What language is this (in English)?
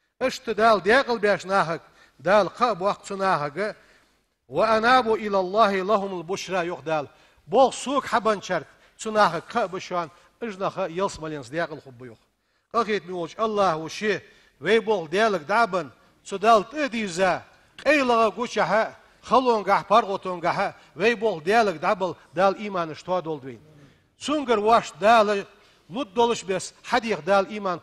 Ingush